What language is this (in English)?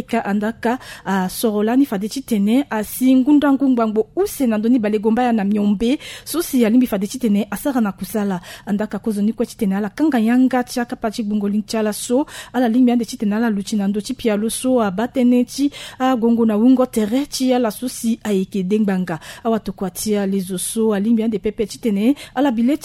Sango